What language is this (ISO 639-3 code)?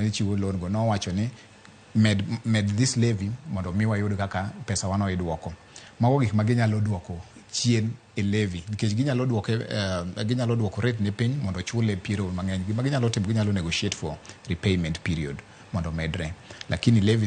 luo